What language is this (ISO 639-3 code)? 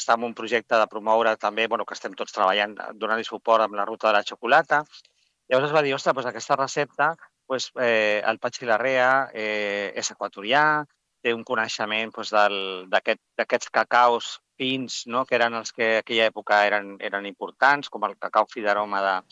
cat